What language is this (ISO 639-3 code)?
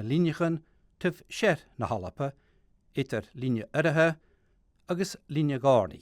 gla